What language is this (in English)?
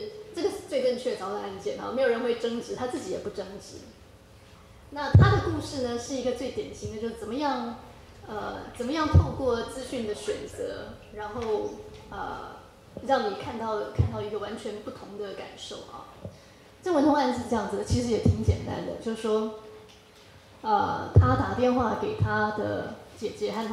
Chinese